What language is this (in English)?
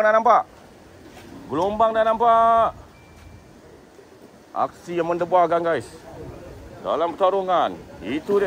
Malay